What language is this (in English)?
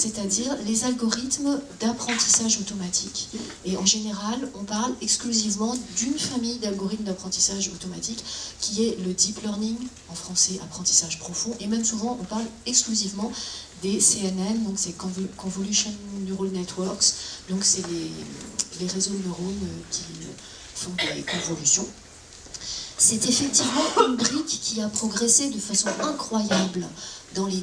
French